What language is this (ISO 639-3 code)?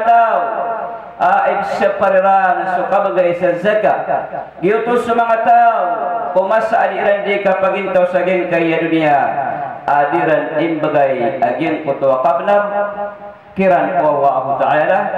mrw